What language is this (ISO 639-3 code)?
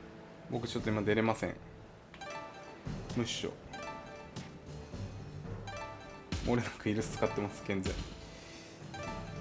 jpn